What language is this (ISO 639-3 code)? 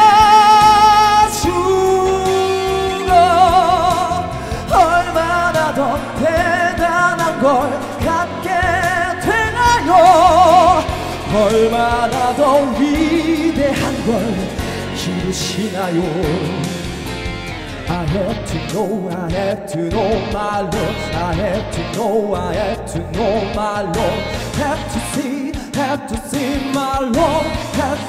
kor